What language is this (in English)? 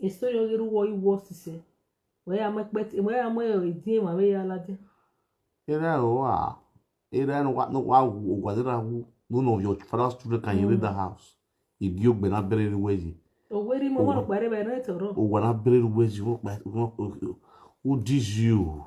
Nigerian Pidgin